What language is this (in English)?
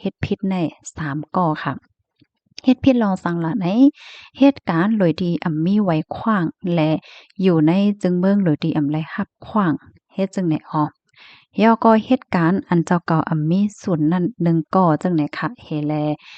Shan